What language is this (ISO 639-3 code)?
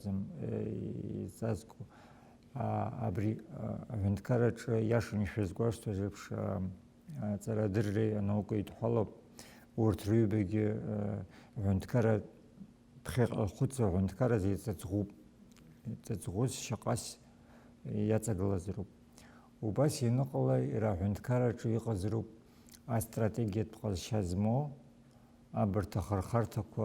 abk